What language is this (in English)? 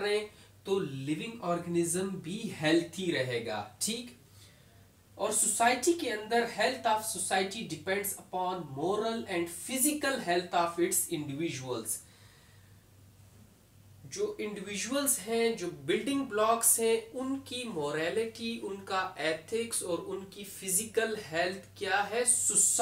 Hindi